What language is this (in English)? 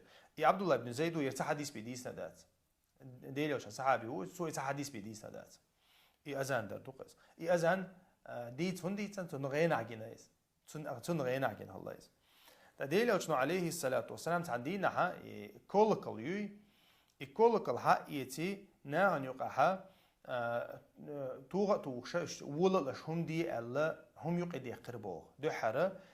Chechen